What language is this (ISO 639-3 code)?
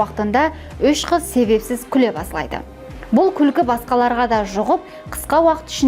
kaa